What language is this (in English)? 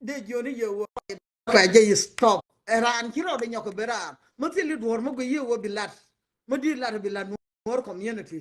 Nuer